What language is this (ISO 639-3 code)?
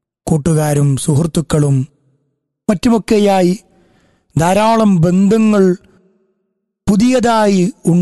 mal